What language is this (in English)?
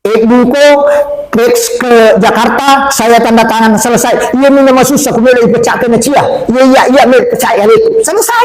Buginese